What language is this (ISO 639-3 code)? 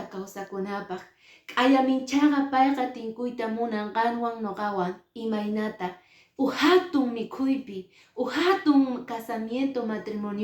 que